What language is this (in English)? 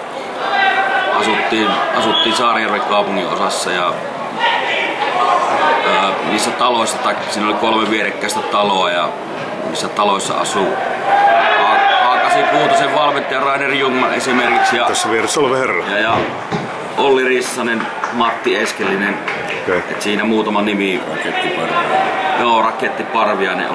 Finnish